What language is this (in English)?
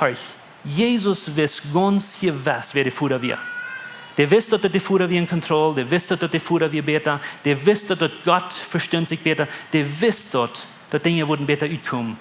Plautdietsch